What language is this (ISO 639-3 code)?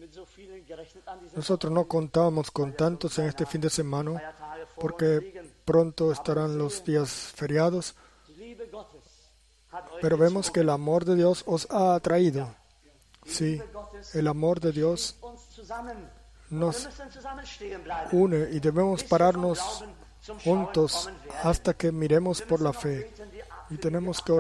spa